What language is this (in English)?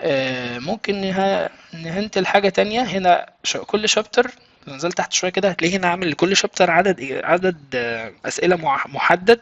Egyptian Arabic